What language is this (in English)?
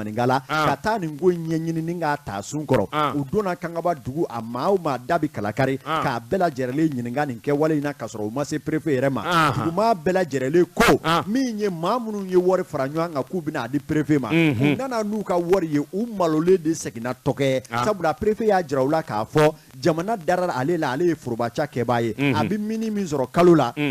Bambara